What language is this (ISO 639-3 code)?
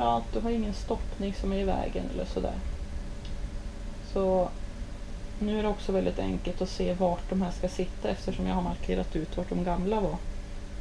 swe